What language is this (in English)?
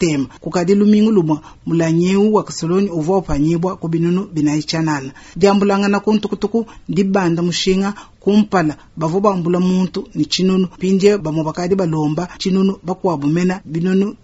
Luba-Lulua